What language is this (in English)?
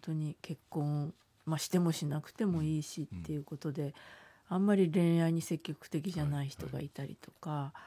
Japanese